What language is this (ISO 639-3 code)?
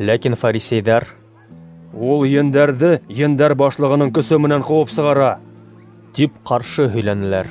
bak